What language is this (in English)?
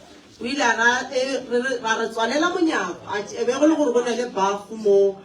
Northern Sotho